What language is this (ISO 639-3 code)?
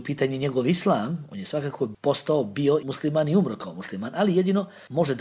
bos